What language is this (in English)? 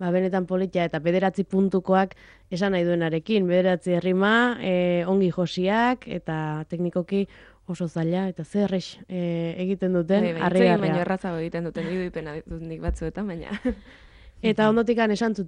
Basque